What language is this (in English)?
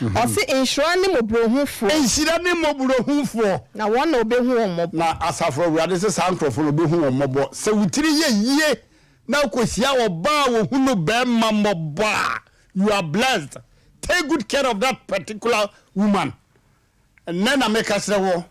Akan